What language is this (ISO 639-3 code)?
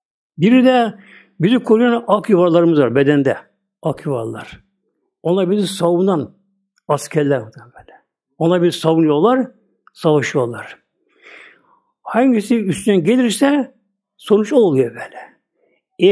tur